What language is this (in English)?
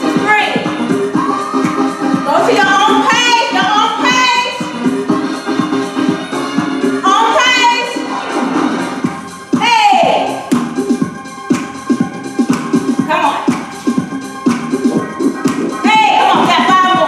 English